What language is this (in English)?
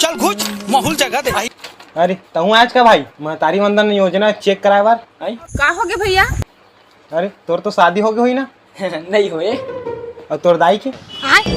Chhattisgarhi